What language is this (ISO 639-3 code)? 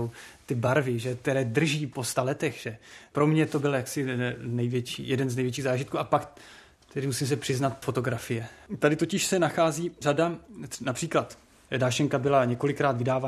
ces